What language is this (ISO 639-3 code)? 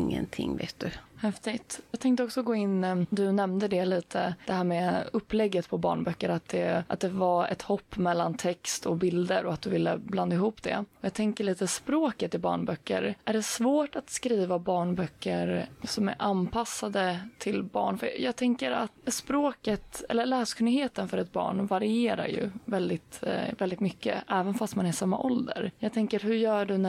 swe